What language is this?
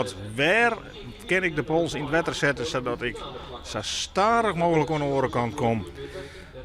Western Frisian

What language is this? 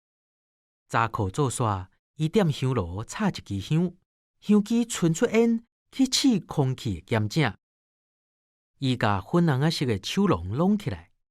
Min Nan Chinese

